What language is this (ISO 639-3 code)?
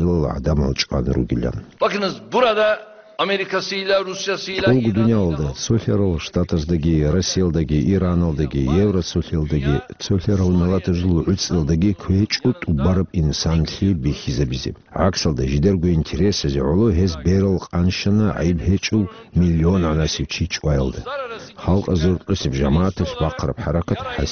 ava